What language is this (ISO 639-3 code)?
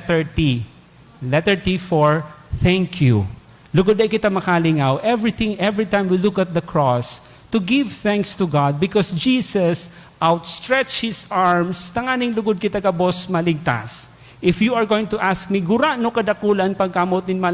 bik